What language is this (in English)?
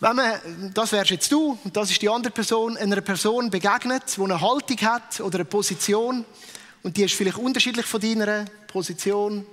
Swiss German